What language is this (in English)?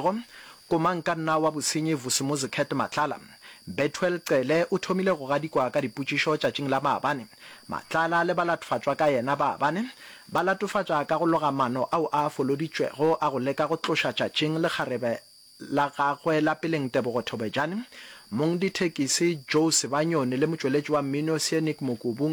Northern Sotho